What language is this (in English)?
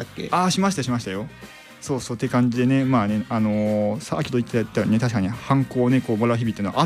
Japanese